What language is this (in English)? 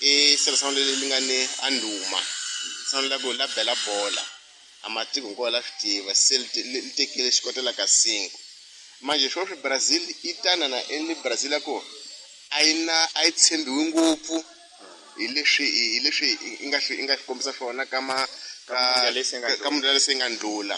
Tsonga